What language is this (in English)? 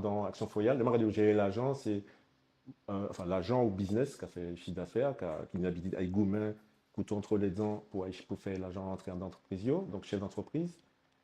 Guadeloupean Creole French